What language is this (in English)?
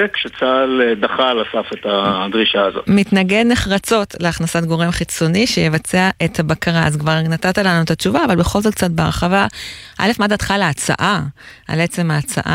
Hebrew